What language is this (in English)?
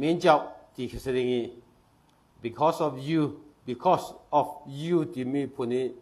Falam Chin